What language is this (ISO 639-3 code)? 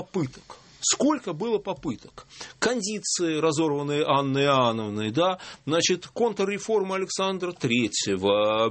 rus